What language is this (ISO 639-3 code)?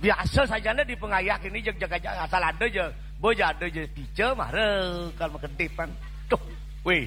ban